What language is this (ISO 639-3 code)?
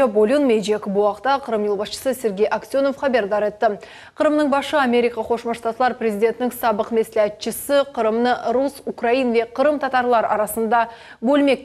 crh